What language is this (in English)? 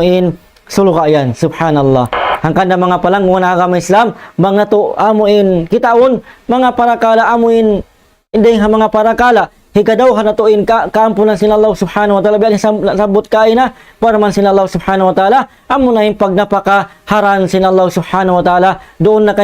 Tausug